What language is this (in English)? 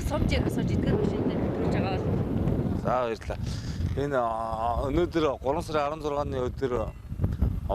Mongolian